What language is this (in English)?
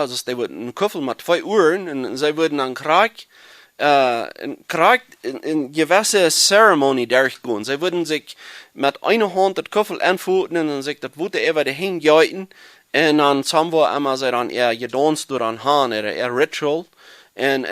Plautdietsch